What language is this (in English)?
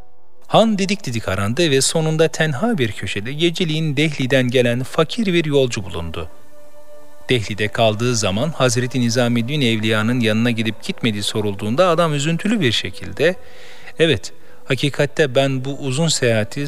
Turkish